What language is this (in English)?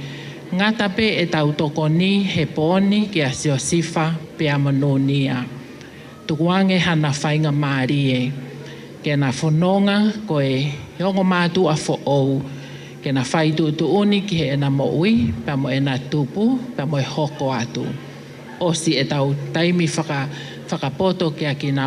Tongan